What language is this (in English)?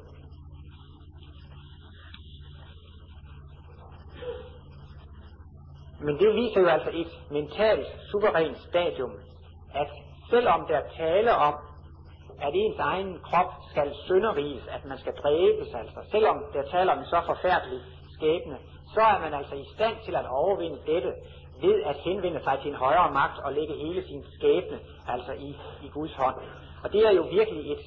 Danish